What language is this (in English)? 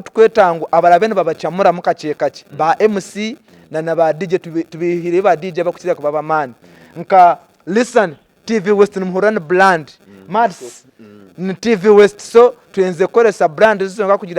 Nyankole